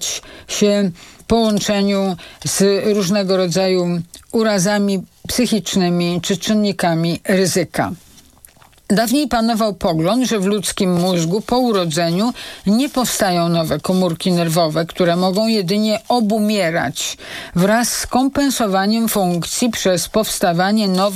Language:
Polish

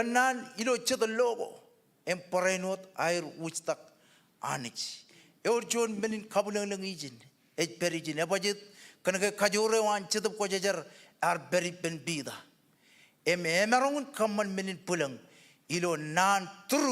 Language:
Marshallese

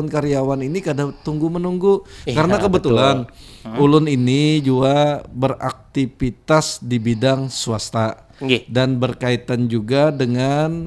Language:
Banjar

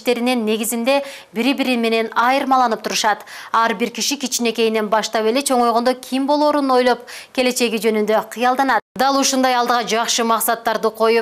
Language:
Kyrgyz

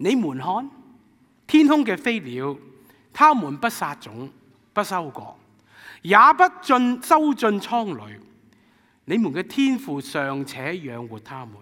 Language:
Cantonese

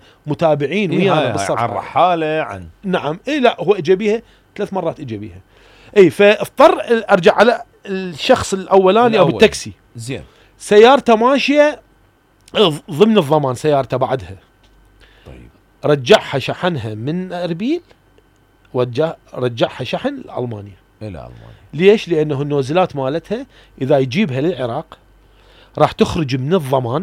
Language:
Mesopotamian Arabic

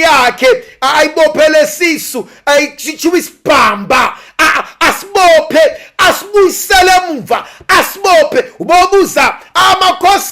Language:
Zulu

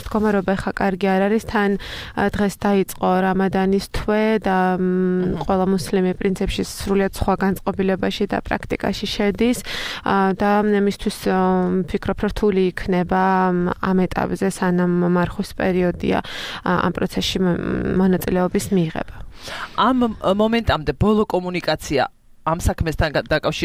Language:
Georgian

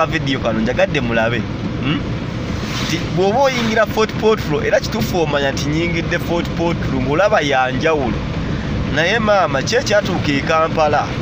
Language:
Ganda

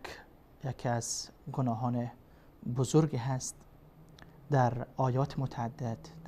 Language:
Persian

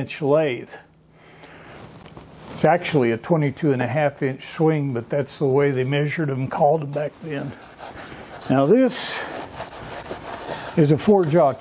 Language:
English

